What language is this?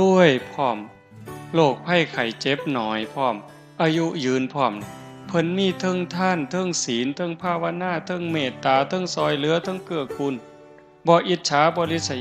Northeastern Thai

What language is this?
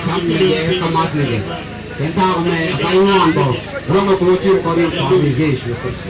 Nuer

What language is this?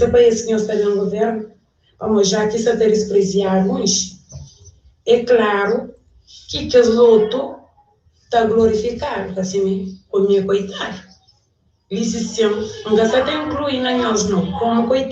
Kabuverdianu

